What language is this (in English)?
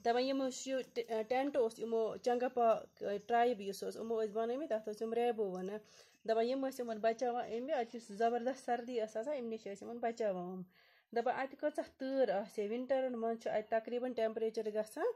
Kashmiri